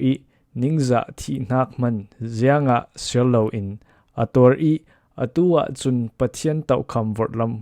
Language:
Falam Chin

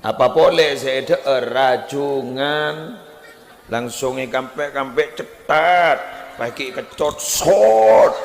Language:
Madurese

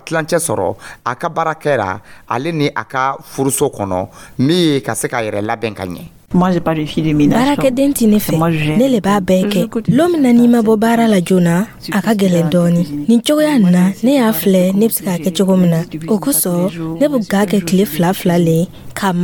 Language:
Dyula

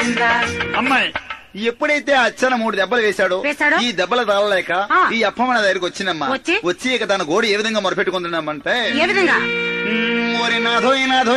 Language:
Telugu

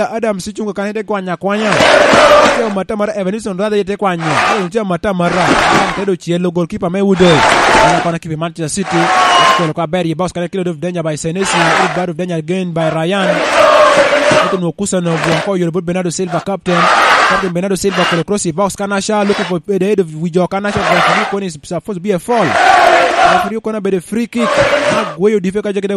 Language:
Lango (Uganda)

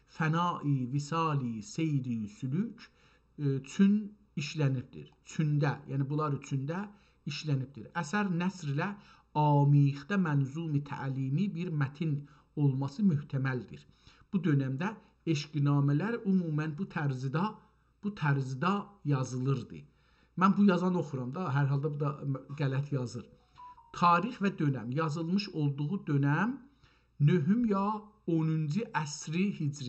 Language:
South Azerbaijani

